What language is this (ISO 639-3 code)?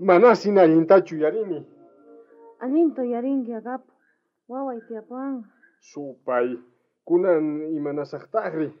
quh